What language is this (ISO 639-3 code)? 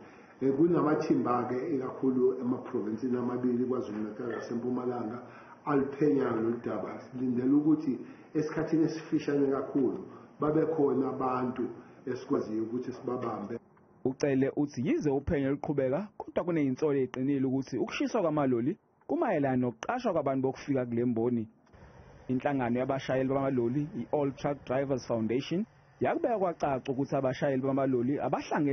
zul